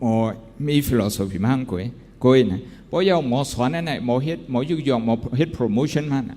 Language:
Shan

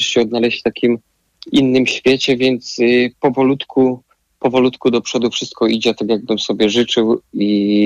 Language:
Polish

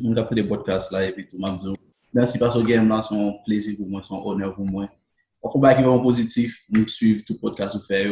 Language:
Haitian Creole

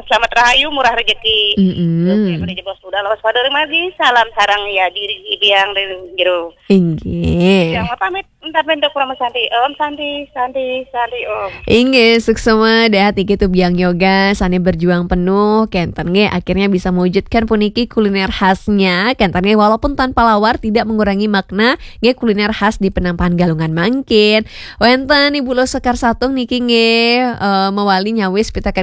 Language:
Balinese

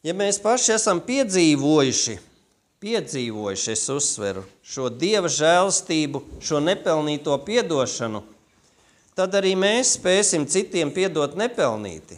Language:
Latvian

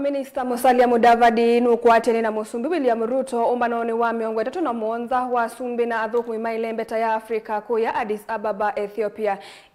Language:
Kamba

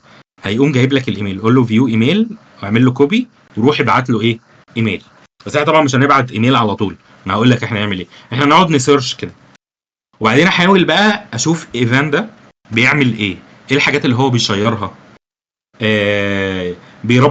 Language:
Egyptian Arabic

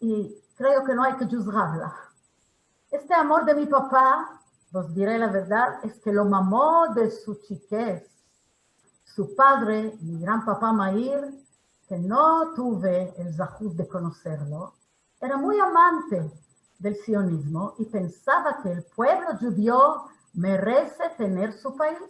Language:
Ladino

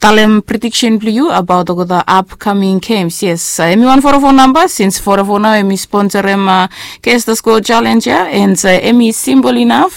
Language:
Bislama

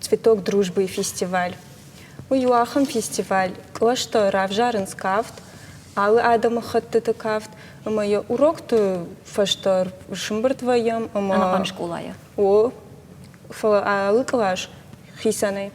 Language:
Ossetic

